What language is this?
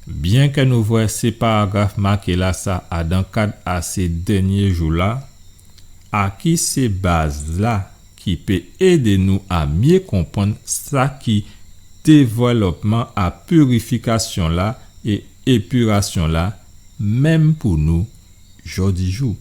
Guadeloupean Creole French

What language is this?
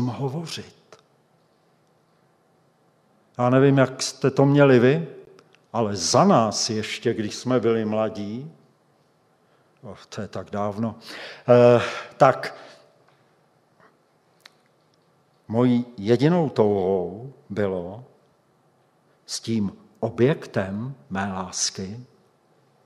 Czech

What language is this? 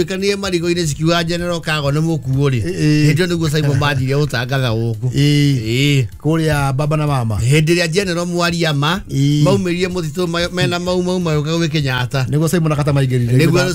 Kikuyu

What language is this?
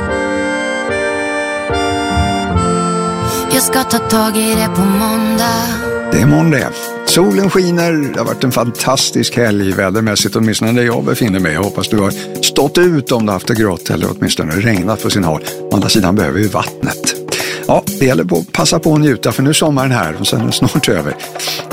Swedish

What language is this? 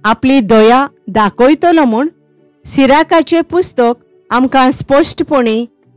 Konkani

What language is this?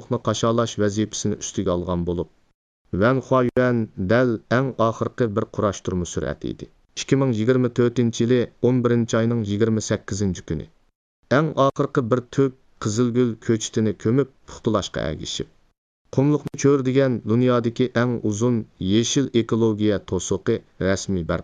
Uyghur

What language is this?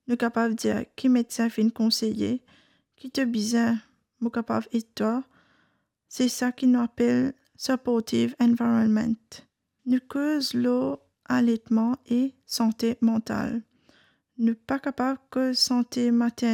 Morisyen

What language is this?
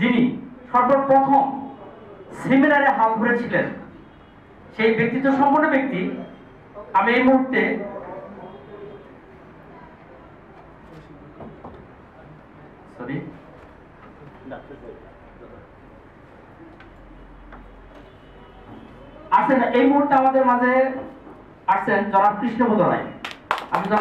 Bangla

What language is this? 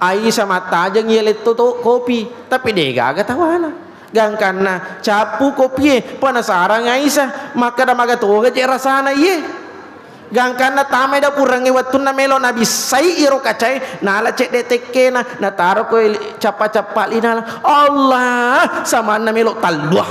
Buginese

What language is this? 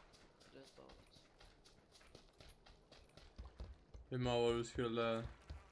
Swedish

